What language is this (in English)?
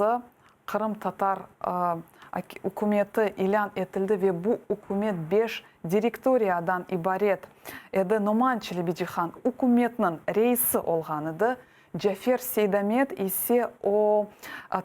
Crimean Tatar